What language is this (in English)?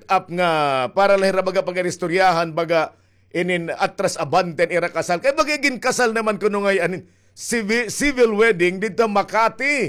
Waray